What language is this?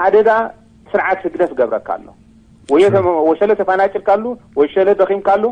Tigrinya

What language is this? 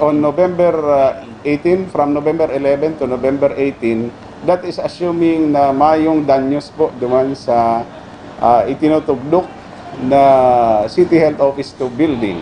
Bikol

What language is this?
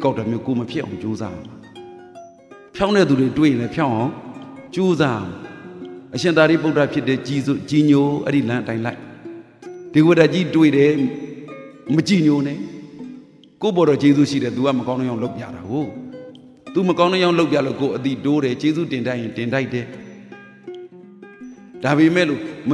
Burmese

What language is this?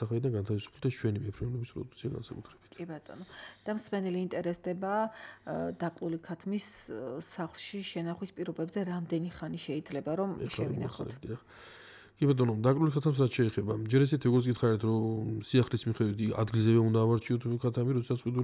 Georgian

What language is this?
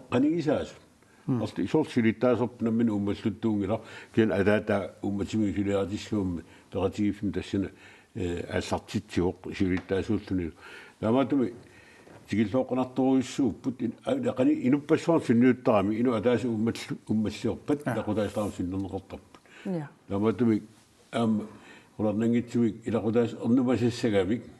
Kalaallisut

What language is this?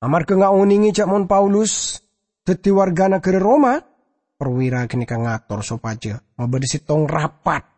Madurese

